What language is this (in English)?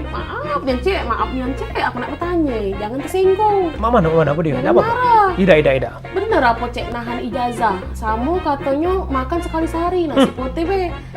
Musi